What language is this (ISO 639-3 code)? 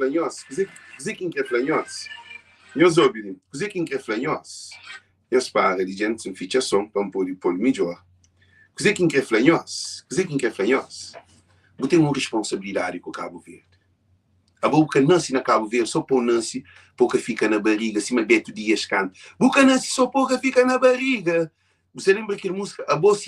kea